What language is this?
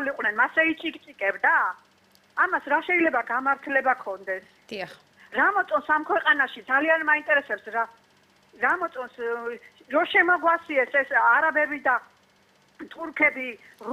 Georgian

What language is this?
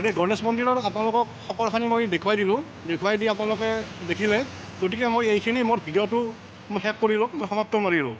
Assamese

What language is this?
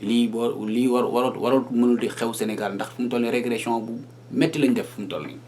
Wolof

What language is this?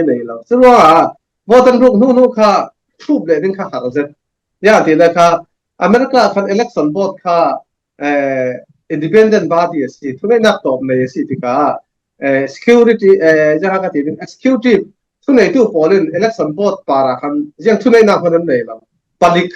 Falam Chin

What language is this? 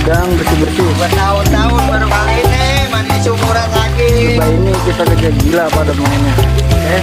Betawi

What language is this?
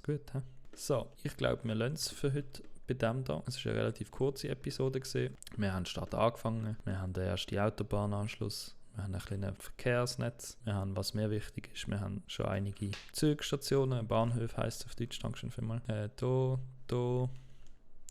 Swiss German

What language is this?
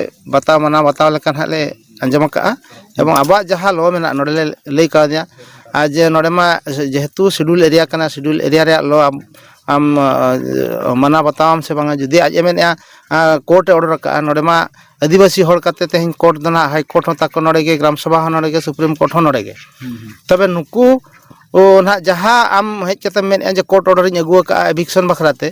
Santali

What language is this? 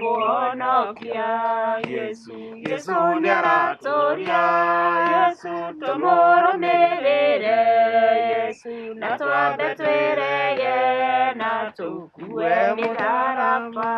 Kikuyu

